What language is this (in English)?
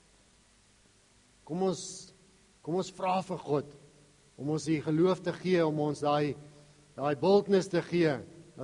Afrikaans